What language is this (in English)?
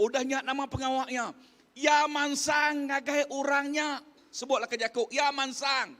Iban